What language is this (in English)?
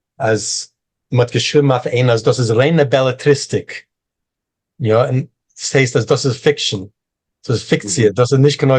Yiddish